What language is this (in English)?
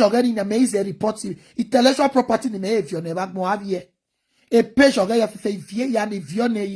Nigerian Pidgin